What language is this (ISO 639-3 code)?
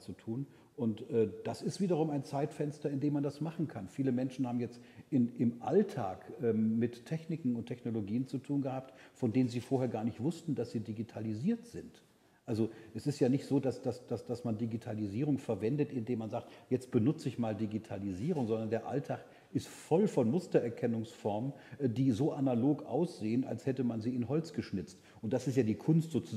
deu